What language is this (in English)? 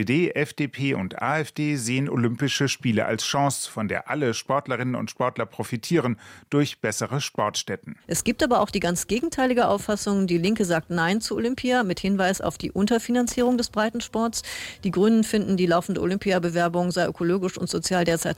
German